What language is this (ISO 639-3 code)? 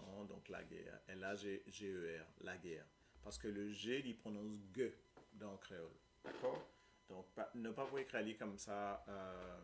mfe